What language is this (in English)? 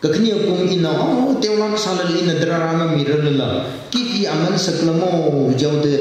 Tangkhul Naga (India)